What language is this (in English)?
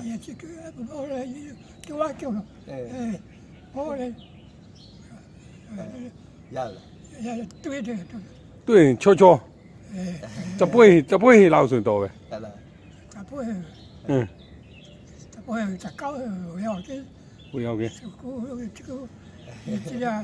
Burmese